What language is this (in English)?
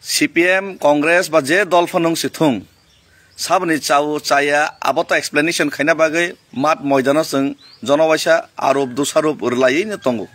Kok Borok